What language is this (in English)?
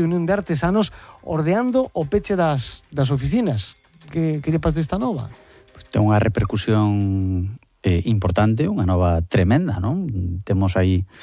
Galician